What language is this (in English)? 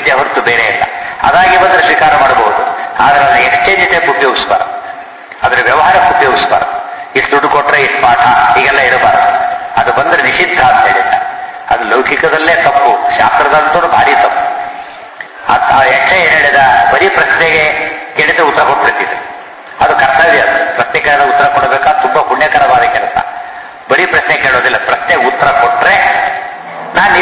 Kannada